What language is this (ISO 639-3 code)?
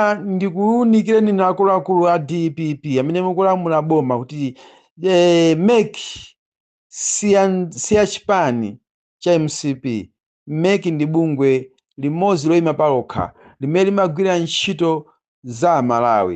nya